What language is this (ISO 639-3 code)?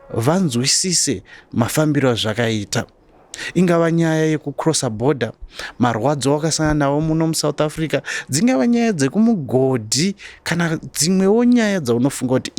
sna